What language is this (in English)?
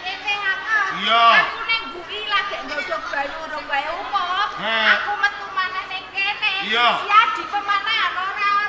Javanese